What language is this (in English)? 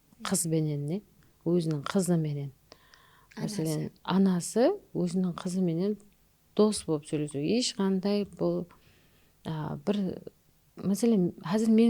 Kara-Kalpak